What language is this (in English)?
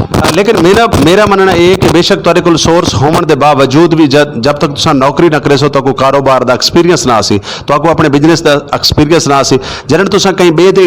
Saraiki